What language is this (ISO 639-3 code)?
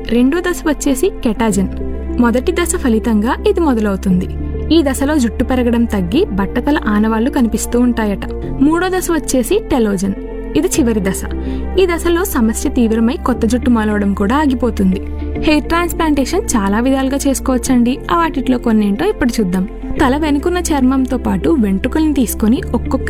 tel